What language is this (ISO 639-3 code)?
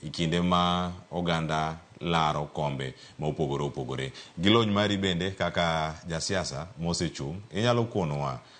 luo